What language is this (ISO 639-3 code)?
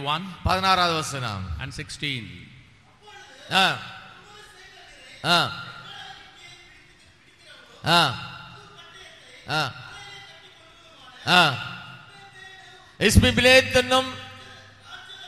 tam